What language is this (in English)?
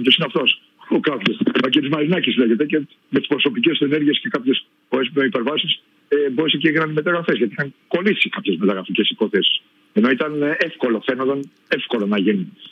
Greek